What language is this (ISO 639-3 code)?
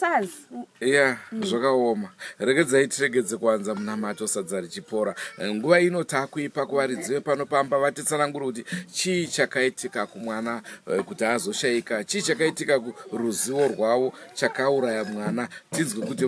sna